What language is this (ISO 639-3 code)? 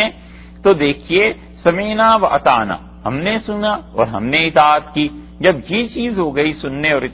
urd